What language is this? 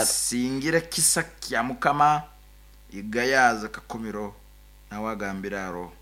Nyoro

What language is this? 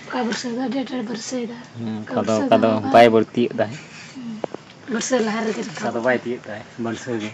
Santali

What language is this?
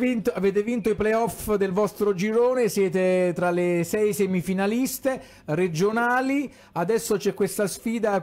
Italian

